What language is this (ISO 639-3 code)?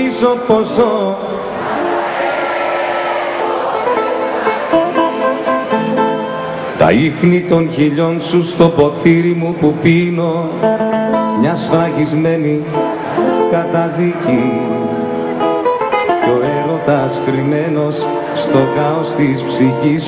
ell